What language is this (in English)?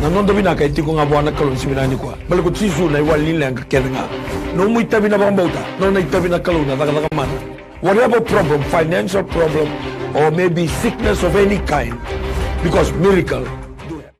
Fijian